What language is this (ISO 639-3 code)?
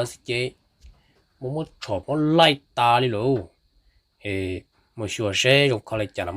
hmn